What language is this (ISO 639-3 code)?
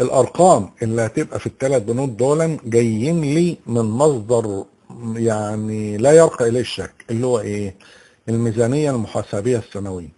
arz